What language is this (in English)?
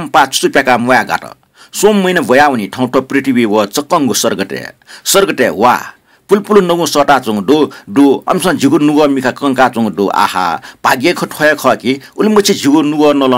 Newari